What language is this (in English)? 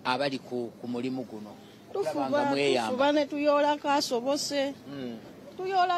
Ganda